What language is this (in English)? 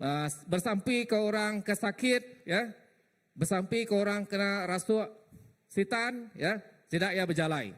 Iban